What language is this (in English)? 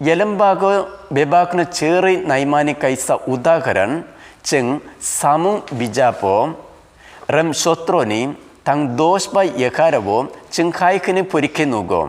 Kok Borok